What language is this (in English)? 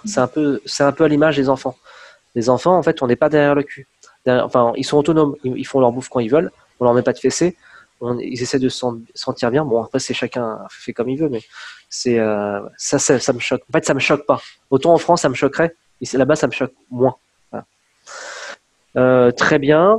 French